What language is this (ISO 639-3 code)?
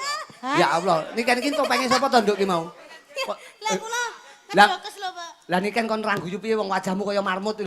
jav